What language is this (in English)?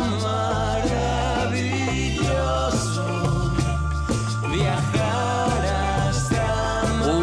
Catalan